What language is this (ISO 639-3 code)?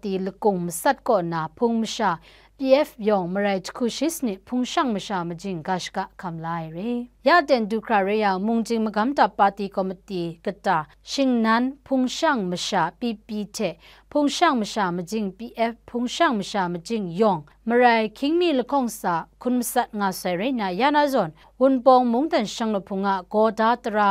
kac